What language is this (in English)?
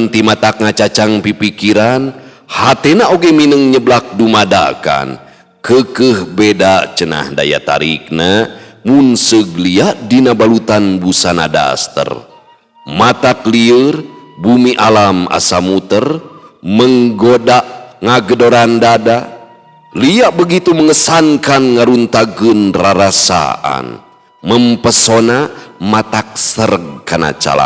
Sundanese